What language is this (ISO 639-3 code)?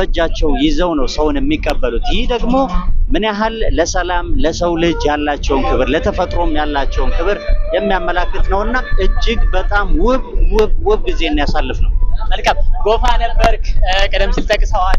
amh